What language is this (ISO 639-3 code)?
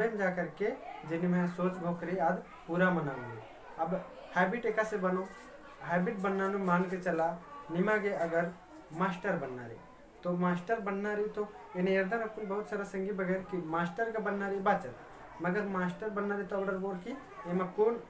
kru